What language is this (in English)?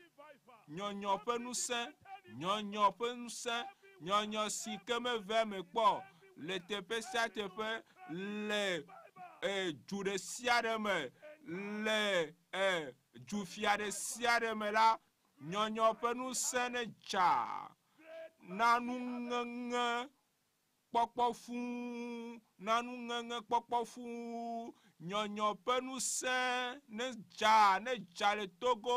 Ewe